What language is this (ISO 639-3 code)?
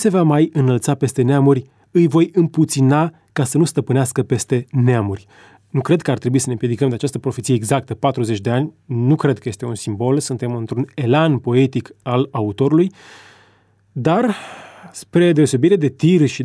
ron